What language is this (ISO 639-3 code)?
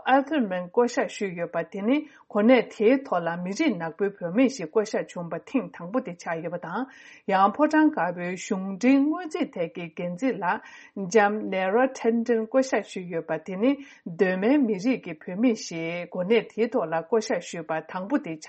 bod